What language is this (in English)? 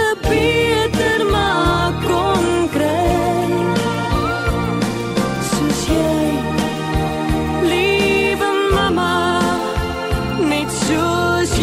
Afrikaans